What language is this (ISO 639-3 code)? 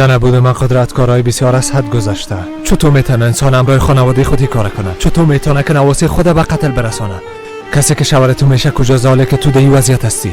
fas